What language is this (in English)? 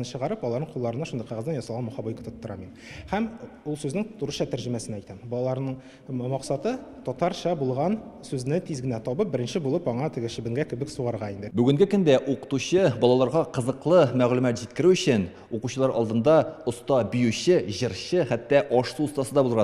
Tatar